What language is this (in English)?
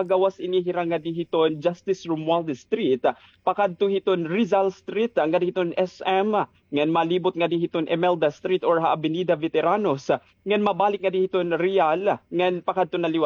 Waray